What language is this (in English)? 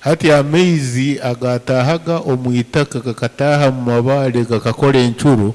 Nyankole